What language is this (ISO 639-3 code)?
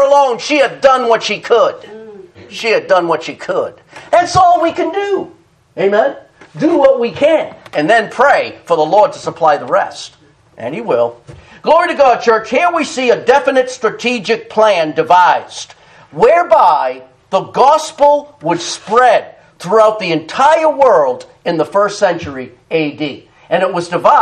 eng